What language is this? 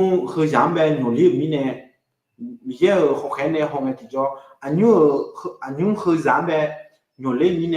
Akha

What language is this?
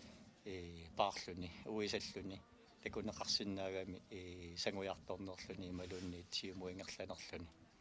Kalaallisut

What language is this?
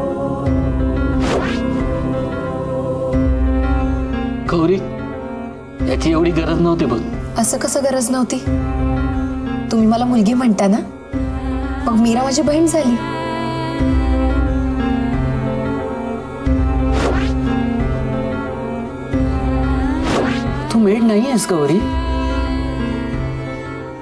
Marathi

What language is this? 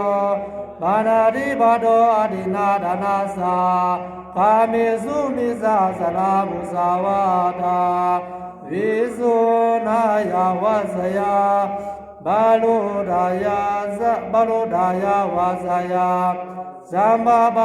Pali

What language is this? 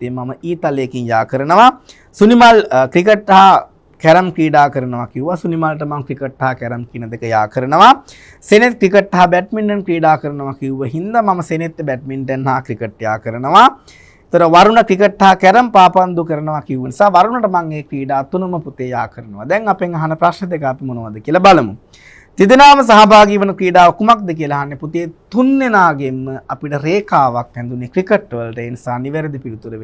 Sinhala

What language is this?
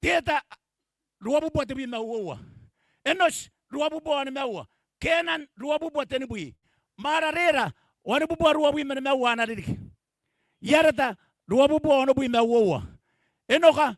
Gilbertese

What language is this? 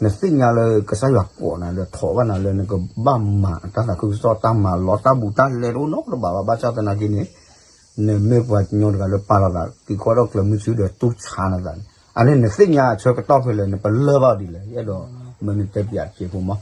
S'gaw Karen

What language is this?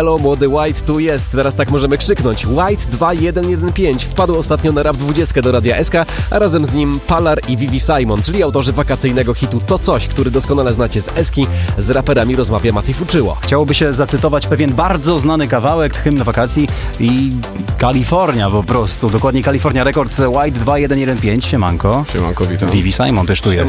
Polish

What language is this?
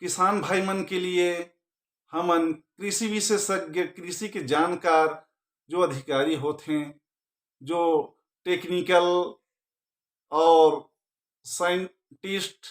Chhattisgarhi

